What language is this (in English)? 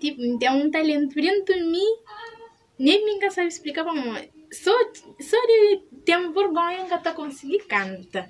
Kabuverdianu